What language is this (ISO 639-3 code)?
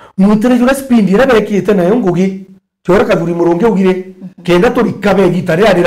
mer